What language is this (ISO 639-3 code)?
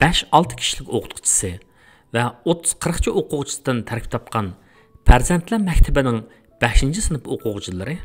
uig